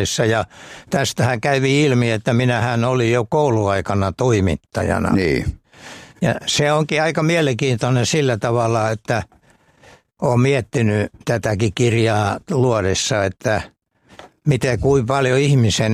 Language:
Finnish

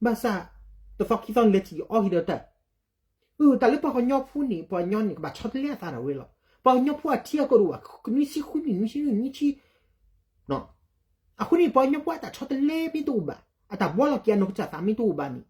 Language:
S'gaw Karen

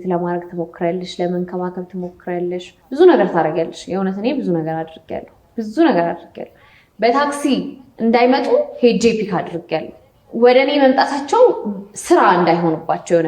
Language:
Amharic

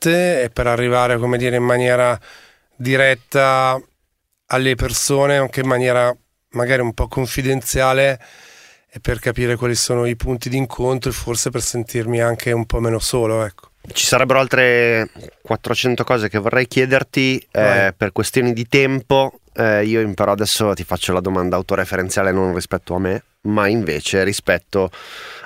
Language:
Italian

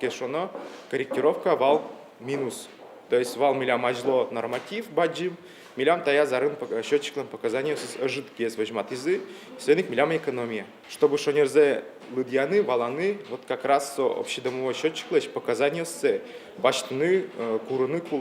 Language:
Udmurt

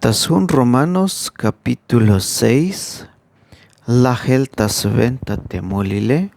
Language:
Tzeltal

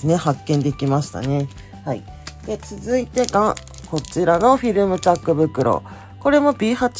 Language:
Japanese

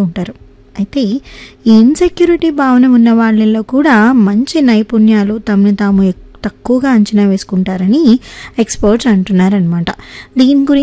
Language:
Telugu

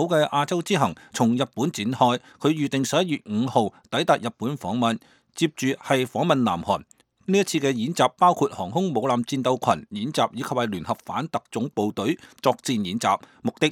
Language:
Cantonese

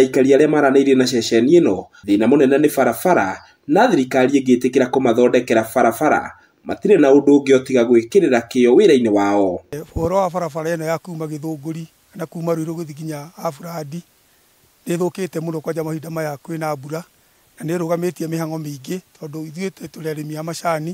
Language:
Kikuyu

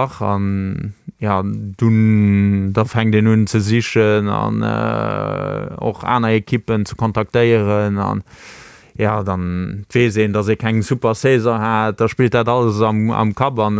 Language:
Luxembourgish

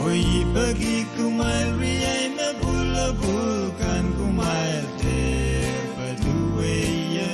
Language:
Pohnpeian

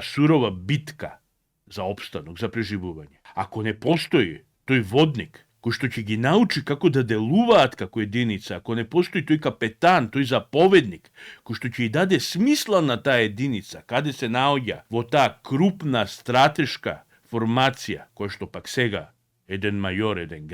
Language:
Macedonian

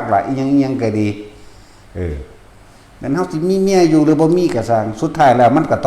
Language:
Northeastern Thai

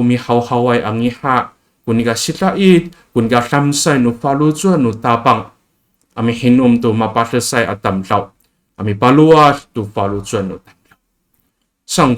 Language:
Amis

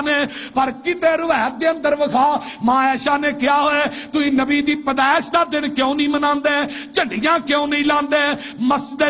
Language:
Western Panjabi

